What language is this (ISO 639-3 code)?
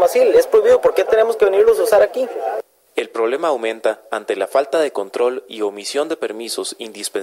spa